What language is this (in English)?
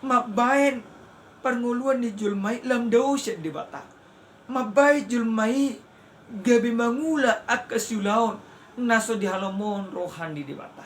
Batak Toba